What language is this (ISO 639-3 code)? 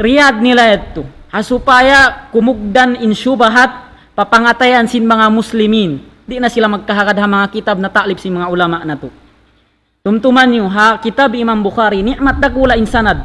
tsg